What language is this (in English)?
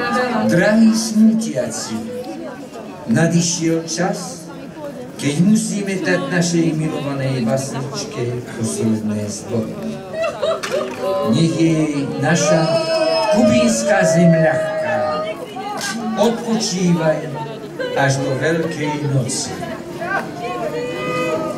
Slovak